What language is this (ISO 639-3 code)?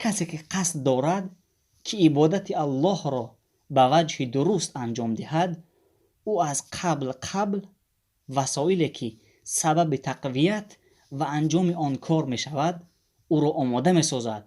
tgk